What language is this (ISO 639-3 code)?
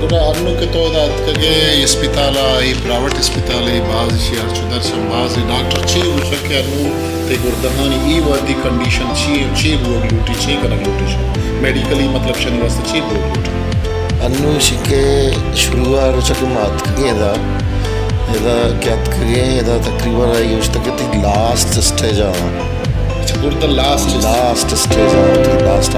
bal